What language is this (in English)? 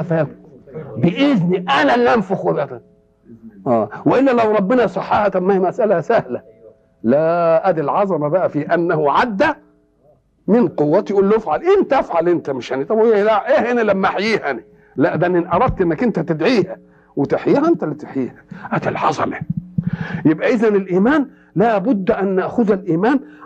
Egyptian Arabic